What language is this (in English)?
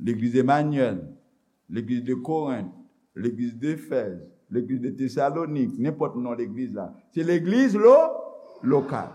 Haitian Creole